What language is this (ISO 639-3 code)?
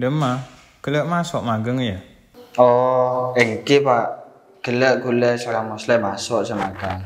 mad